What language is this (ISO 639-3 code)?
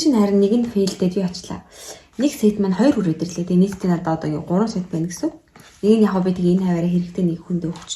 mon